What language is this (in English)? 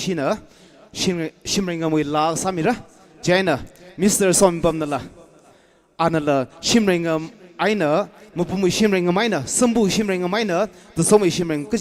Tangkhul Naga (India)